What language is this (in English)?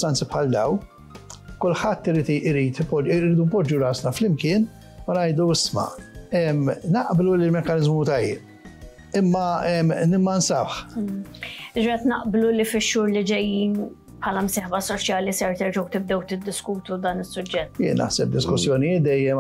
Maltese